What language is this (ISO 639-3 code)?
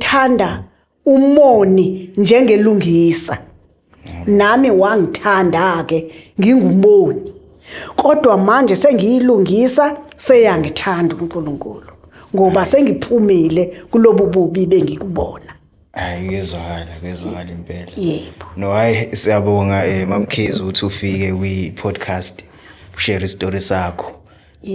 zul